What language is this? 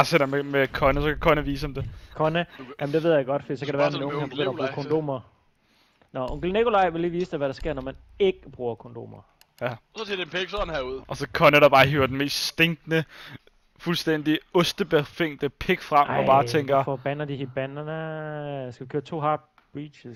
Danish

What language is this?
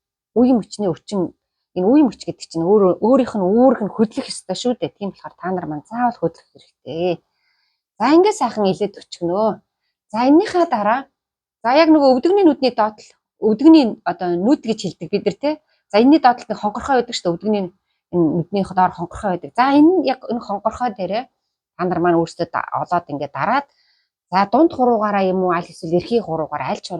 Mongolian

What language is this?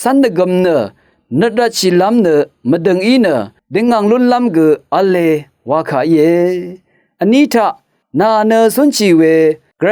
Rawang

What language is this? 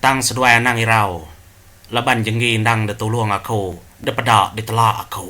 Iban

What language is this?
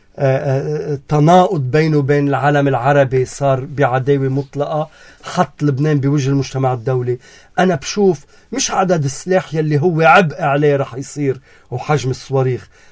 North Levantine Arabic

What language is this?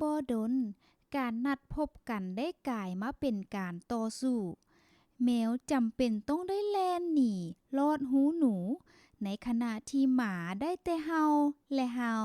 Lao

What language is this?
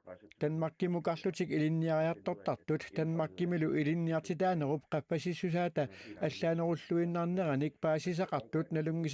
Kalaallisut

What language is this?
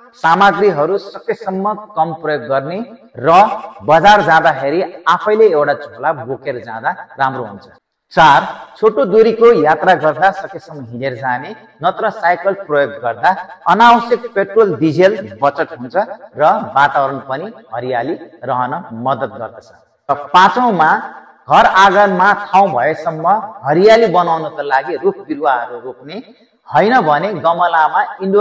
Nepali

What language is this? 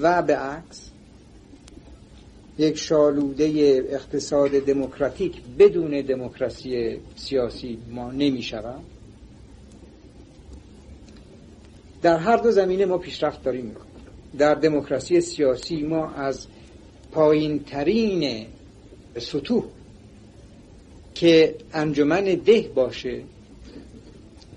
Persian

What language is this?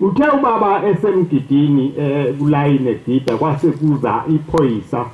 Zulu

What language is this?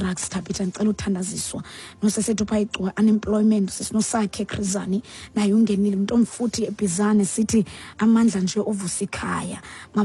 Xhosa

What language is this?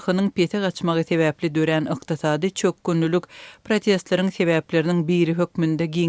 Turkmen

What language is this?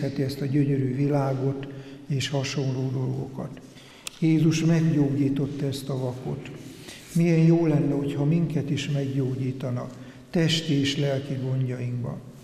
Hungarian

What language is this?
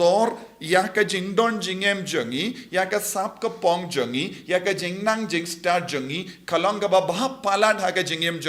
Khasi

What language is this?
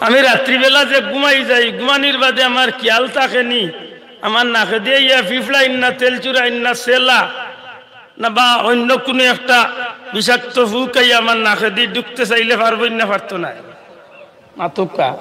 Sylheti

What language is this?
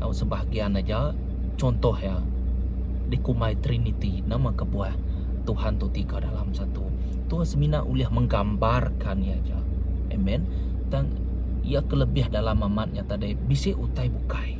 Iban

